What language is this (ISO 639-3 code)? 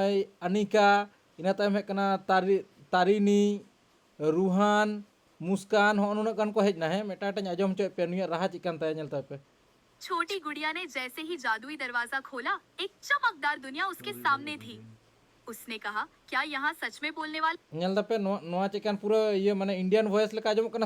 sat